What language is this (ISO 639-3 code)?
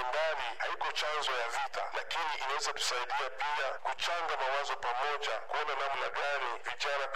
swa